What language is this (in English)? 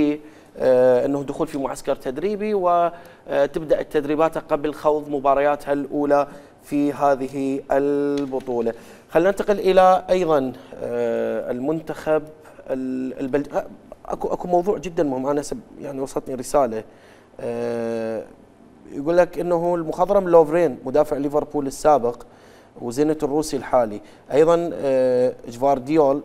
Mesopotamian Arabic